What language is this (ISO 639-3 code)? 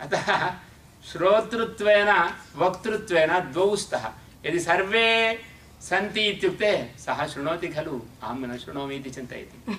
san